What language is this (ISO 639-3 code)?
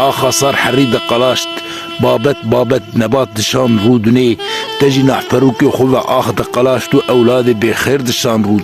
kur